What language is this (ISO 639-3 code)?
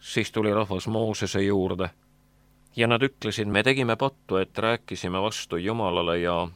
est